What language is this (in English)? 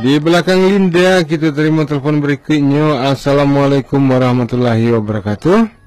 Minangkabau